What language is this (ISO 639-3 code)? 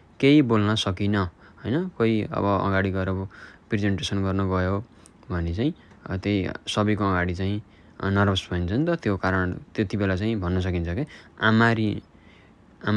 nep